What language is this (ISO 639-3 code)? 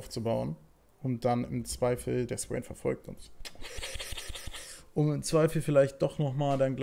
deu